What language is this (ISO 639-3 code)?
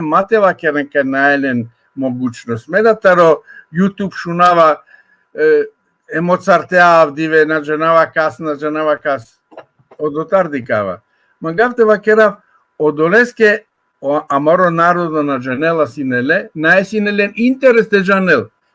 rmn